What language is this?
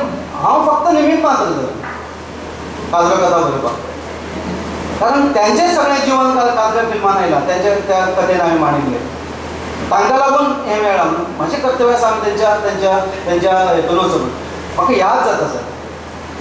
Konkani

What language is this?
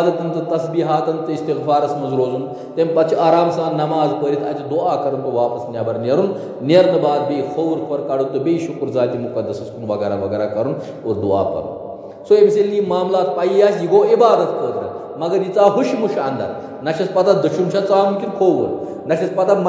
Kashmiri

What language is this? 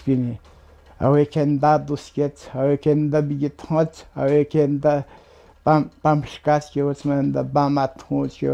Atikamekw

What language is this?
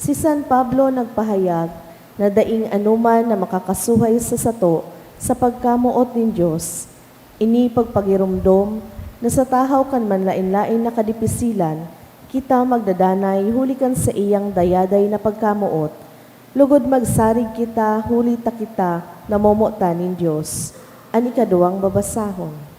Bikol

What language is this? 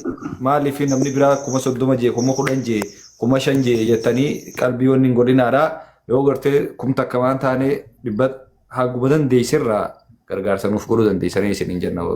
Oromo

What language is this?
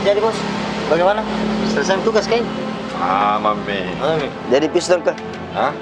Makassar Malay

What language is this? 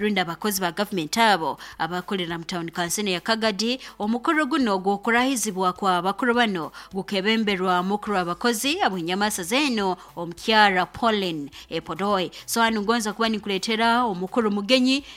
Nyoro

